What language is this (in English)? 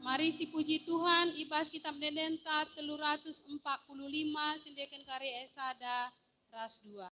Batak Karo